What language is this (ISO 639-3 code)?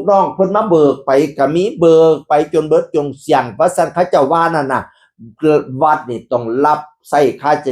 tts